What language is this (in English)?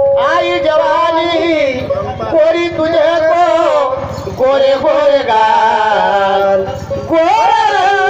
Marathi